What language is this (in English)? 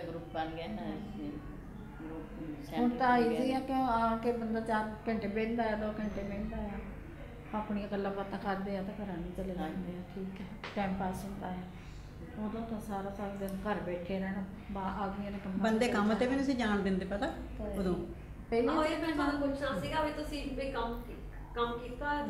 Punjabi